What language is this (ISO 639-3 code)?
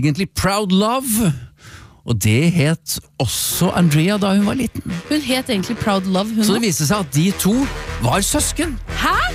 nor